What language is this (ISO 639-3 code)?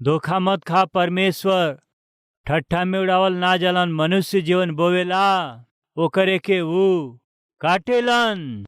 bho